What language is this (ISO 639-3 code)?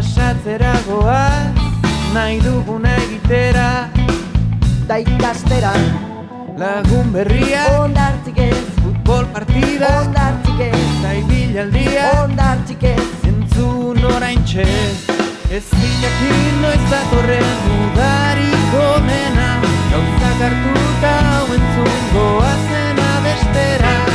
eus